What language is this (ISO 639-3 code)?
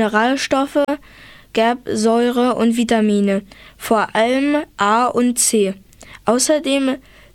deu